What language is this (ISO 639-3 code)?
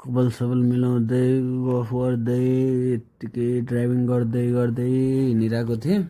nep